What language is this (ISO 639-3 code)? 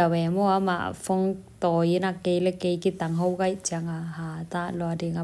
ctd